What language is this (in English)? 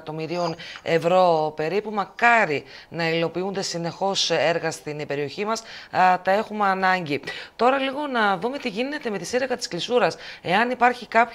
Greek